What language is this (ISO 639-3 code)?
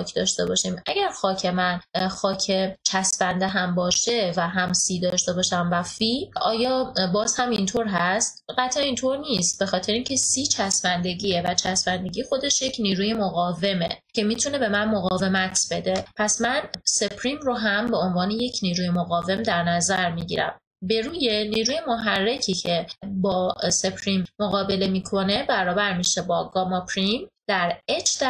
fas